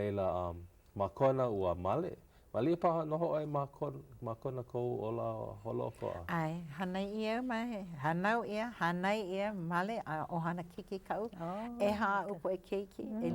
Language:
Hawaiian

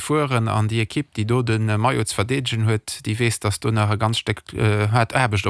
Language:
Luxembourgish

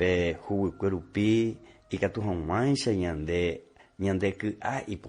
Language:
Guarani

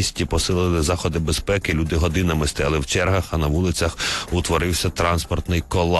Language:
Ukrainian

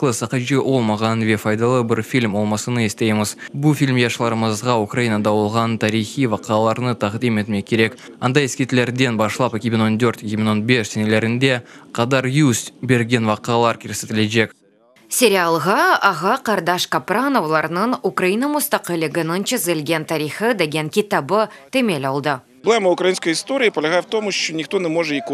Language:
Crimean Tatar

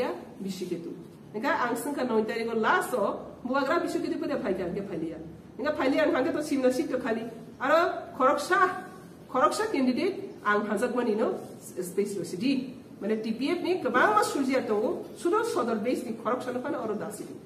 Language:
Kok Borok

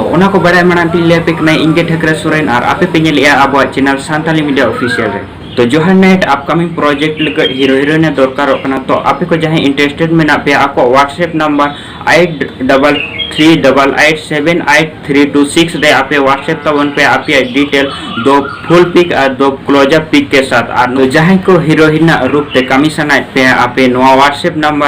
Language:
Santali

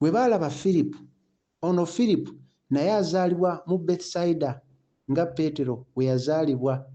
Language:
Ganda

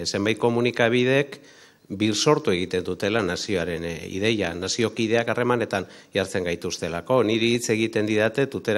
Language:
Basque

